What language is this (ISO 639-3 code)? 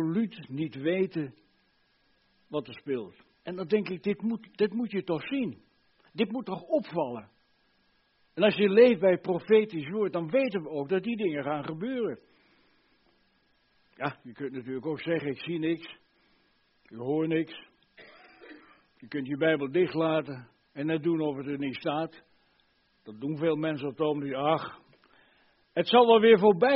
nld